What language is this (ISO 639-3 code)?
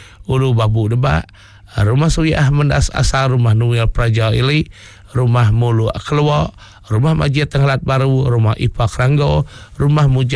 iba